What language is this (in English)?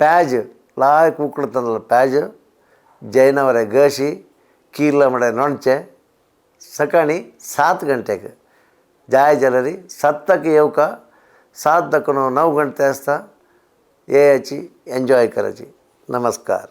Konkani